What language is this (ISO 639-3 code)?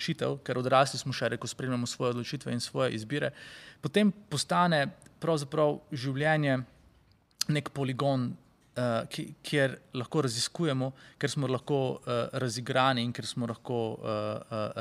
slv